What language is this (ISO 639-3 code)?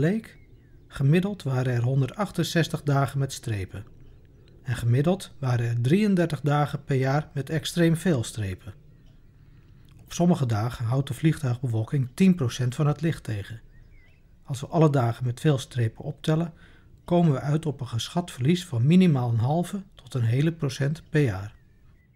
nld